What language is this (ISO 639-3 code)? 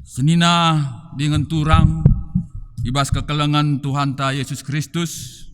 btx